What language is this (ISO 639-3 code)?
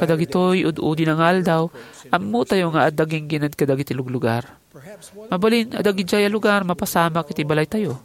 ilo